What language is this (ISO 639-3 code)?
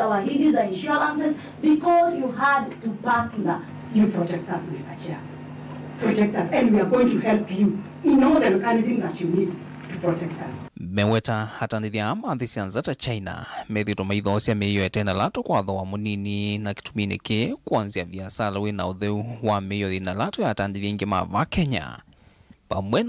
kam